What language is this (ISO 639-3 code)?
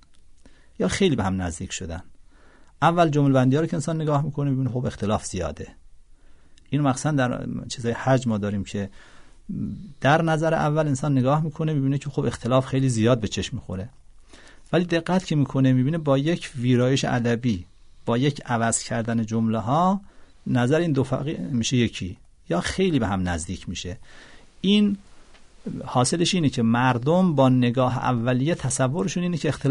fas